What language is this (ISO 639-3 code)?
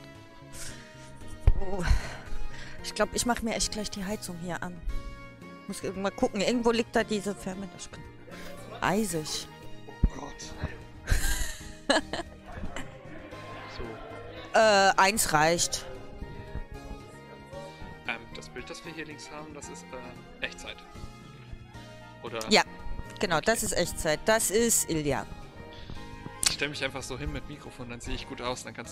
deu